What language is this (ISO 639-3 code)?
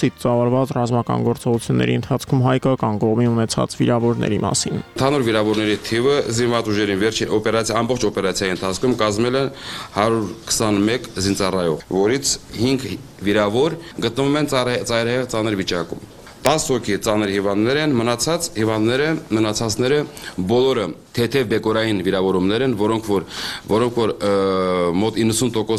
hye